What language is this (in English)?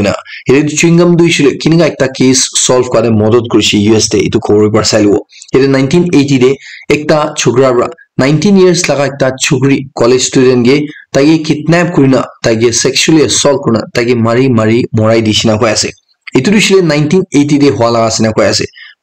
Naga Pidgin